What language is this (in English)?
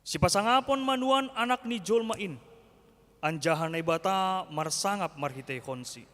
Batak Simalungun